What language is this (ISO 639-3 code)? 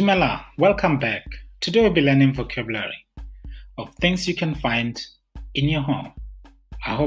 tsn